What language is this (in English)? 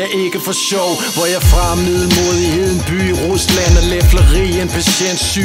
Danish